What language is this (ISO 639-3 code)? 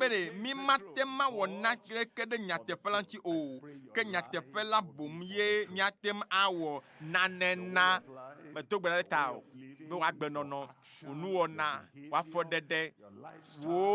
ewe